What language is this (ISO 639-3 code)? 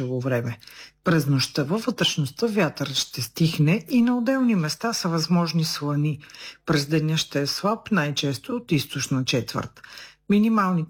bul